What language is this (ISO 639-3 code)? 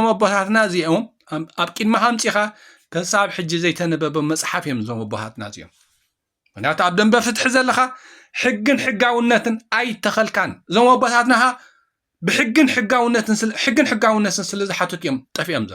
tir